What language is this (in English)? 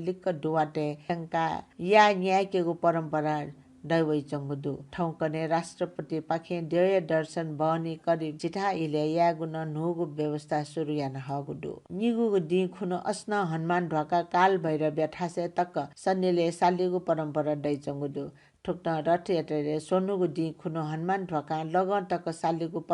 Newari